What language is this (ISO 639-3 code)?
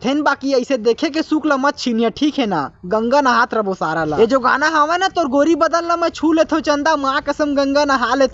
hne